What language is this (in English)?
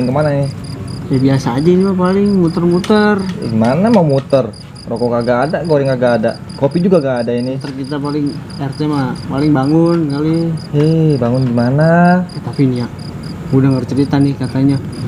Betawi